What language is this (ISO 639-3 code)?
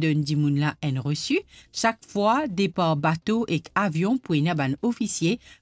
mfe